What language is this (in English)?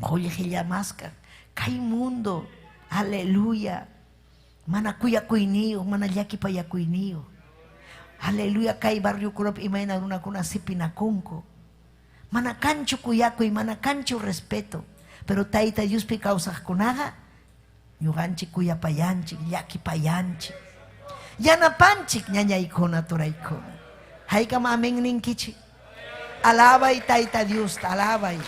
Ayacucho Quechua